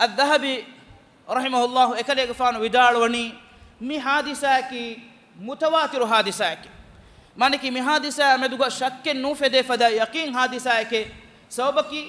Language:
Divehi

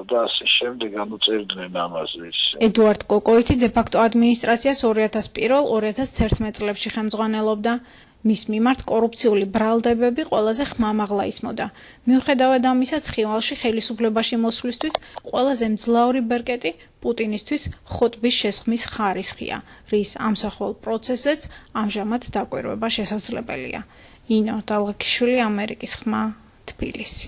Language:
Georgian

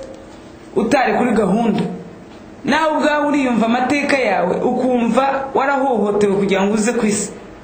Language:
Kinyarwanda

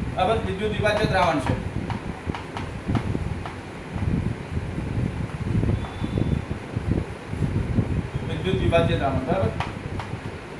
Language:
Gujarati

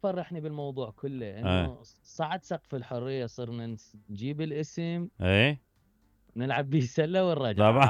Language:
Mesopotamian Arabic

